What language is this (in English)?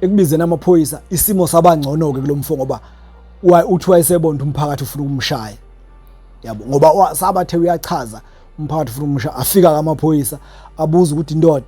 Zulu